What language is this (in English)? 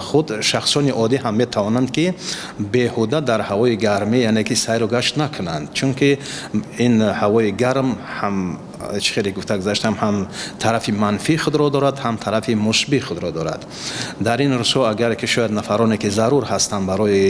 Tajik